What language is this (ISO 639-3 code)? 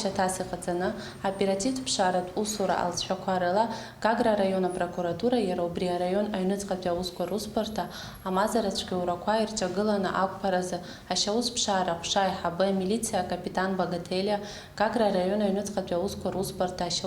abk